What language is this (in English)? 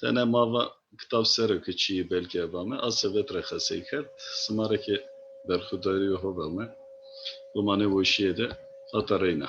Zaza